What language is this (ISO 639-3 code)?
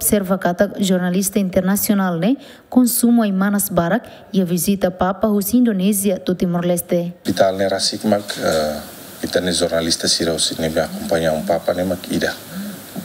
tet